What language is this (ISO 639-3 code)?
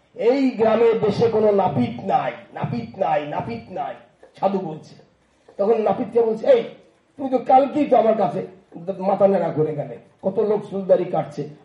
ben